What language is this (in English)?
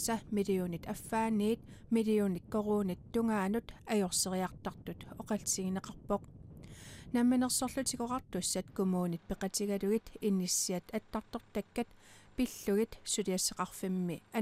Kalaallisut